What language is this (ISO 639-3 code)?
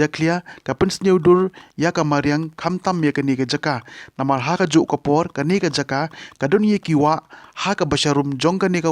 kha